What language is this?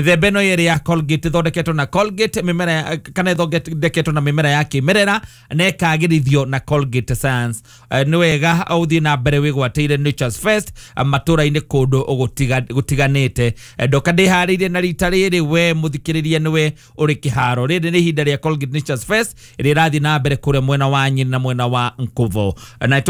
Kikuyu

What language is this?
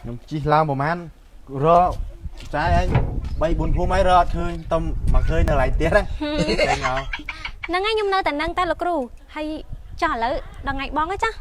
Khmer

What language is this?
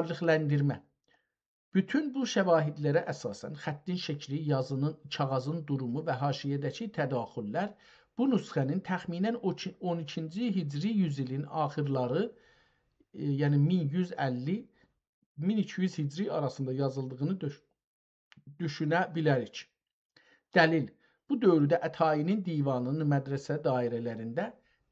South Azerbaijani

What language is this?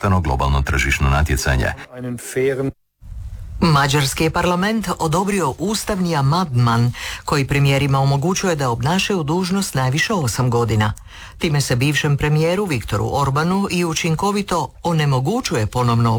Croatian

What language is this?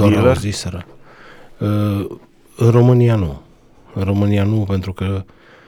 Romanian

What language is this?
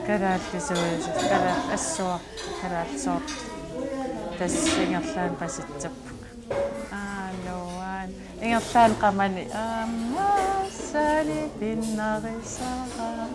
Kalaallisut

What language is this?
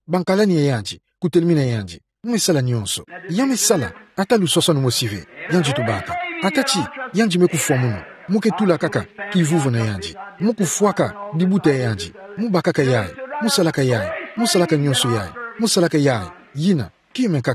Kituba (Democratic Republic of Congo)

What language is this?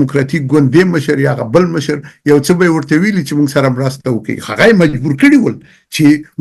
Pashto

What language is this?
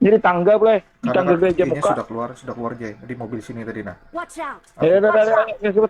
Banjar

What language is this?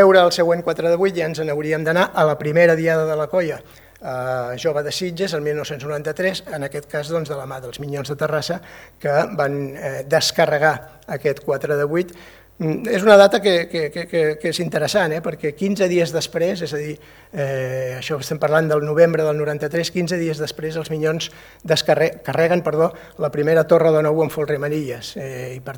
Catalan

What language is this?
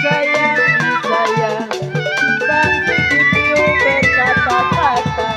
Betawi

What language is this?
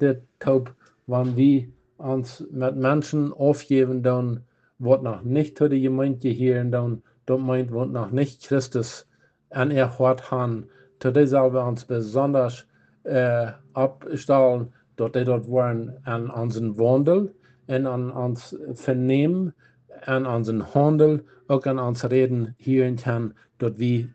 Plautdietsch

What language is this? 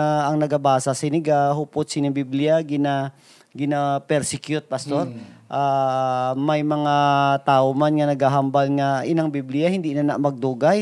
Hiligaynon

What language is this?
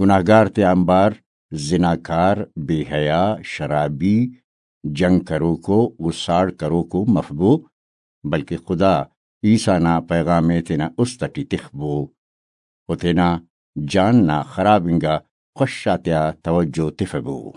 Brahui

